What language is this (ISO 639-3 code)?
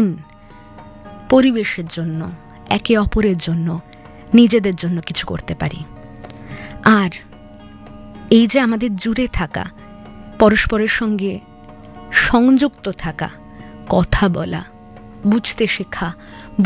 ben